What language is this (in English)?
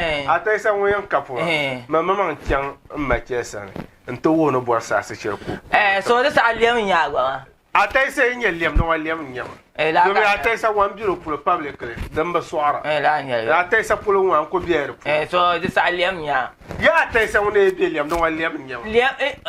Dagbani